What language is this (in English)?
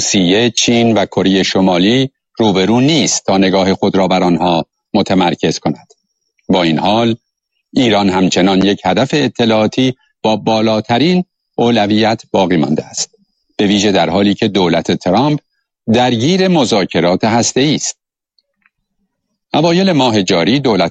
Persian